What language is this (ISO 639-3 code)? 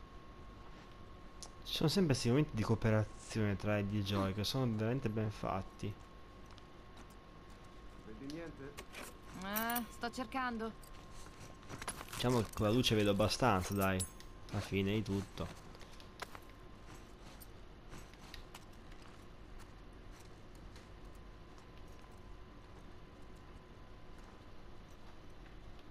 ita